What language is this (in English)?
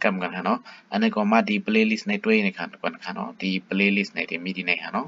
Shan